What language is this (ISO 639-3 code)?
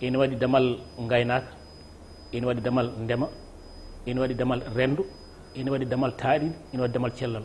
ful